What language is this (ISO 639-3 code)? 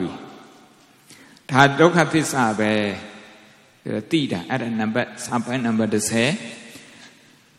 mya